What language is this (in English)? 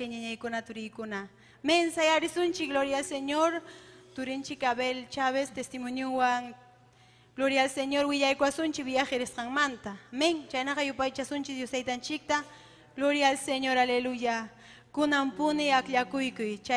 Ayacucho Quechua